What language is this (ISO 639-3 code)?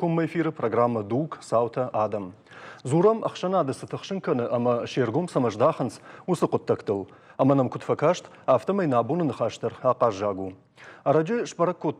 oss